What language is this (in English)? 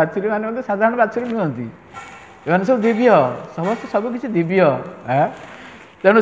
Odia